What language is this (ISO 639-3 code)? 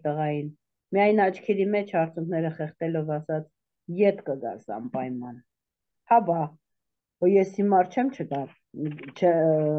hye